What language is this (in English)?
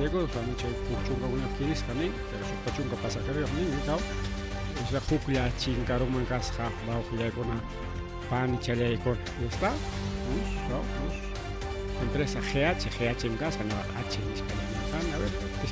Ayacucho Quechua